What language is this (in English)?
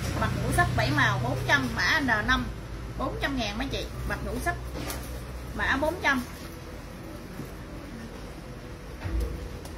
Vietnamese